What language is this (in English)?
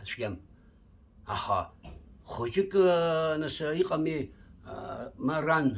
Abkhazian